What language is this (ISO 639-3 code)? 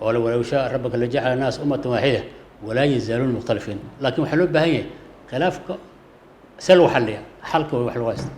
som